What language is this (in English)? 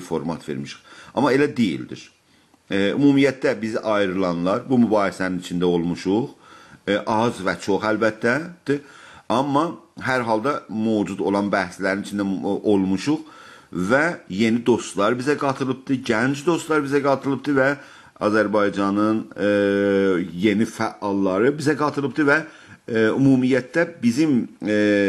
South Azerbaijani